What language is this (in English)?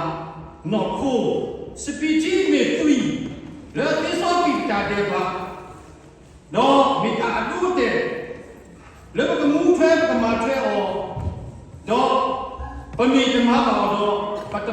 S'gaw Karen